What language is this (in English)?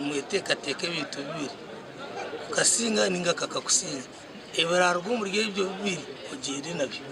Nyankole